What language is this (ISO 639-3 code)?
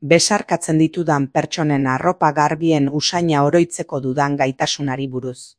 eus